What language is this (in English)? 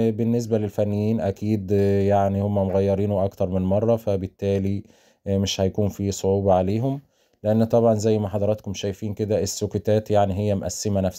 Egyptian Arabic